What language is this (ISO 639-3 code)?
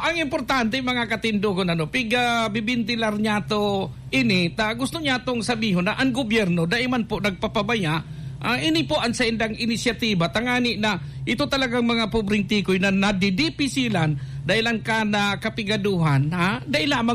bik